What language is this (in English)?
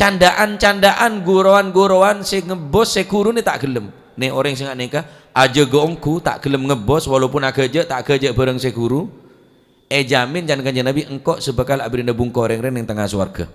Madurese